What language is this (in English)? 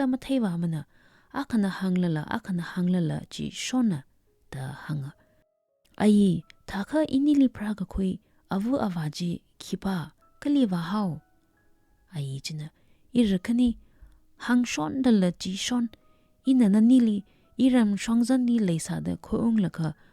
Tangkhul Naga (India)